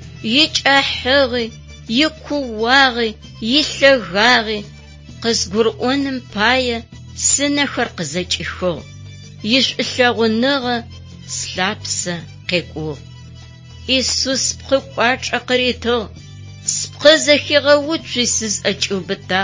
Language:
Adyghe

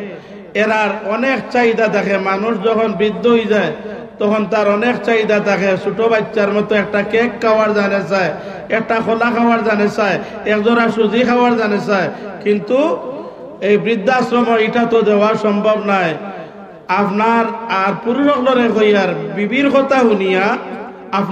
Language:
Sylheti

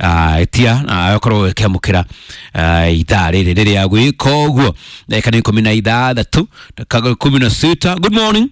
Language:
Kikuyu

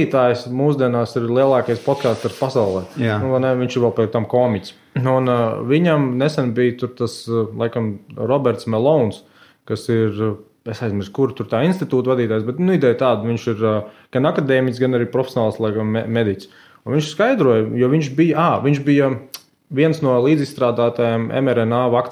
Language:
Latvian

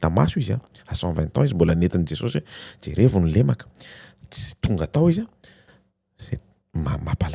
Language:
Malagasy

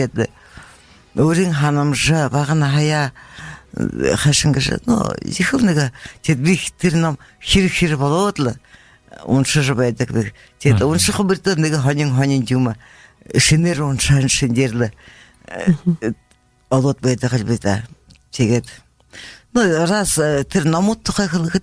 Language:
Buriat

